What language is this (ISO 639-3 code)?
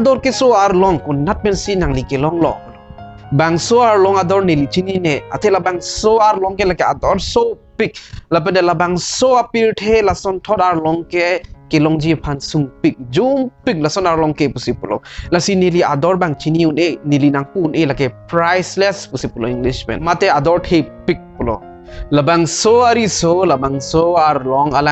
mjw